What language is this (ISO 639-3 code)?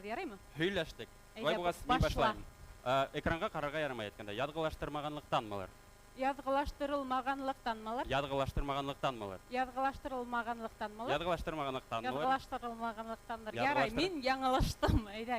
bak